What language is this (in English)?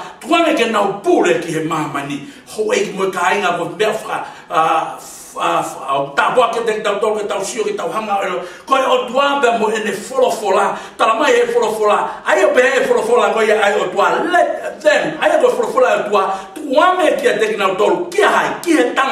Tongan